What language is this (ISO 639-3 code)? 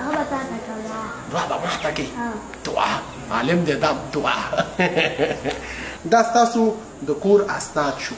pus